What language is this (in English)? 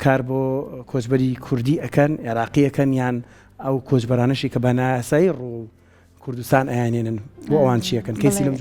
Central Kurdish